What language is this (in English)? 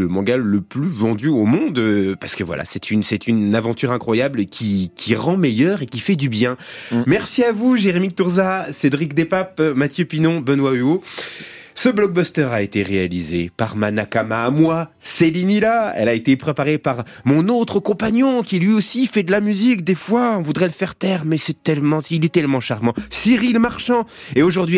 French